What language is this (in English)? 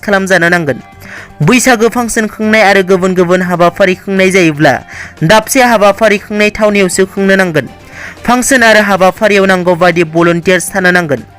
Bodo